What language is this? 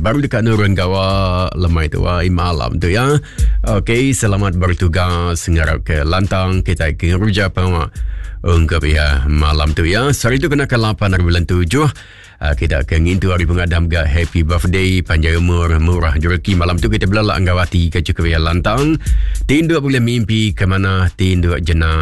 Iban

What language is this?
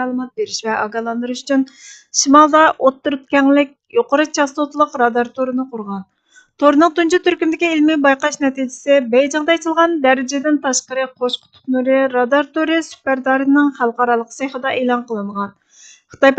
Uyghur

